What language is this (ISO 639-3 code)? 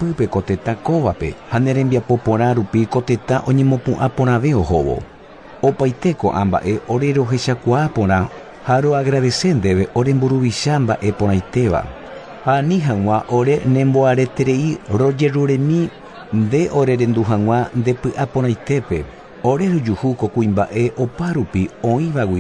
grn